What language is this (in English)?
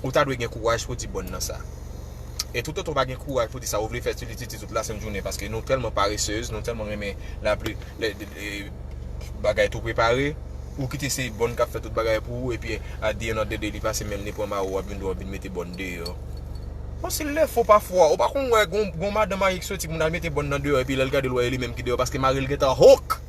Haitian Creole